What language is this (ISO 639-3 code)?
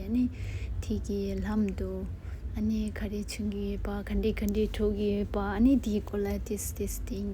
bod